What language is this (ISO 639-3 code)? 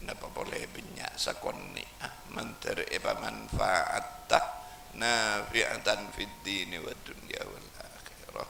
mad